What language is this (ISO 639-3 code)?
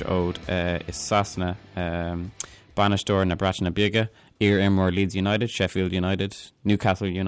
gle